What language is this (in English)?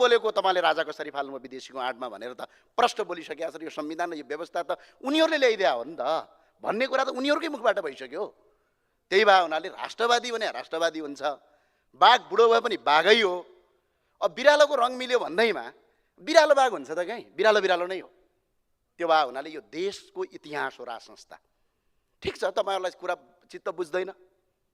Nepali